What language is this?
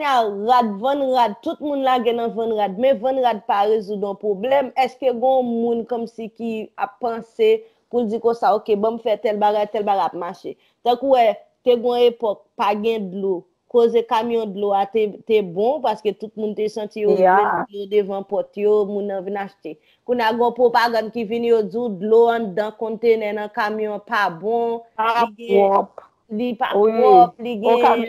Haitian Creole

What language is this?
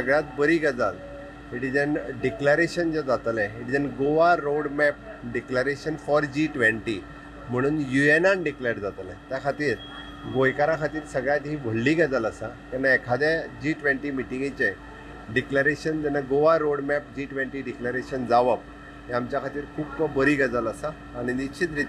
Konkani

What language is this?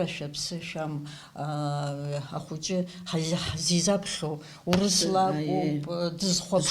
Abkhazian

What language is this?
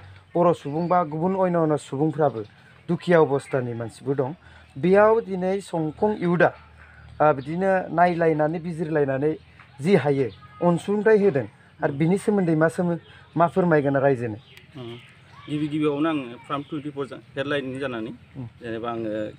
Bodo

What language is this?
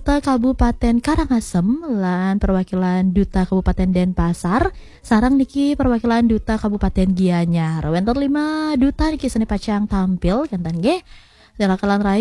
Balinese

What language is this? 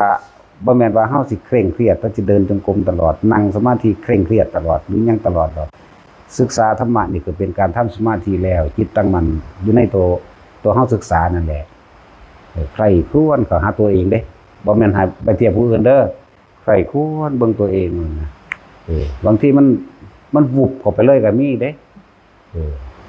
Northeastern Thai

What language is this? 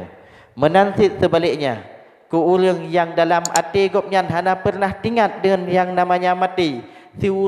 Achinese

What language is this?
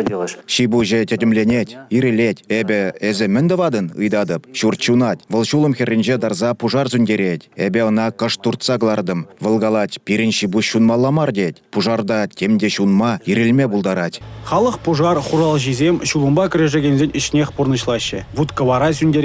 Chuvash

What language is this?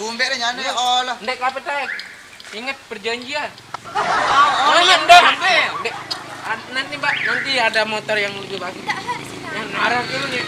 Sasak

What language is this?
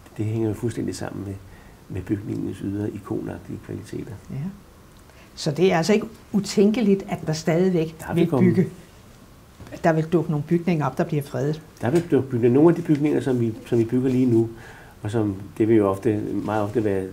Danish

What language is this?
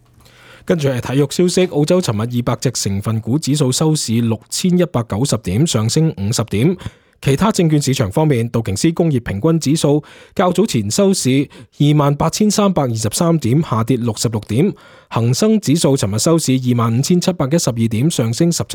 Cantonese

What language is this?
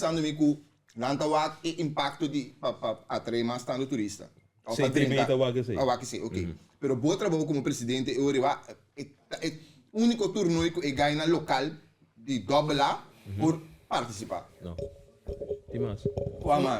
Papiamento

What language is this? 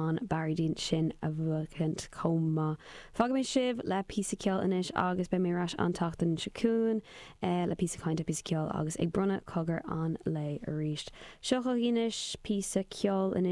Irish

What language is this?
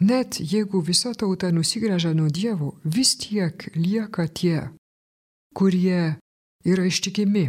Lithuanian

